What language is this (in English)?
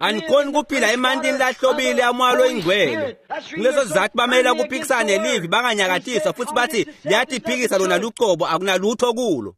Swati